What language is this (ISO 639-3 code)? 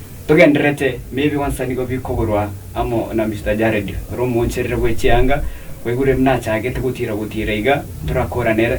guz